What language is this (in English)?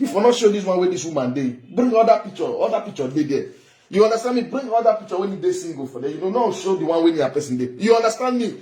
Nigerian Pidgin